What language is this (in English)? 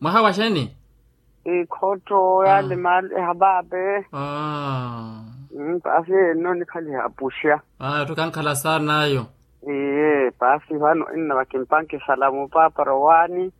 Makhuwa